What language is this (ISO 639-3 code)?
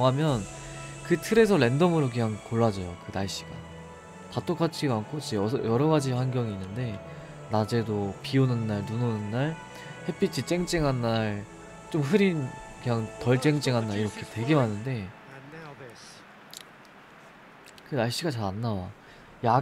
kor